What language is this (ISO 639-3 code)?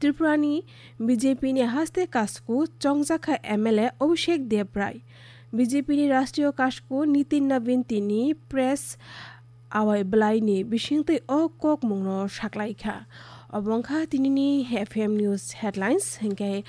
trp